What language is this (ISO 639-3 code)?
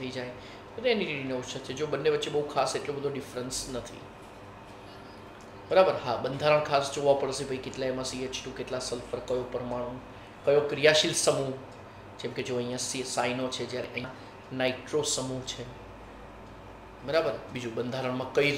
guj